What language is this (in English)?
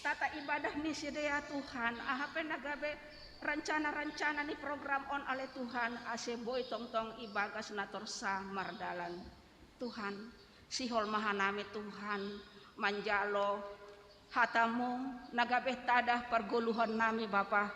Batak Simalungun